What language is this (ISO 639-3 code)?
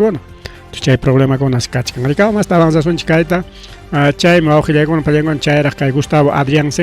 quy